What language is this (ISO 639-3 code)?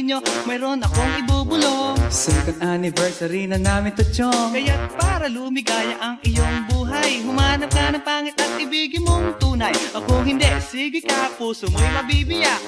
fil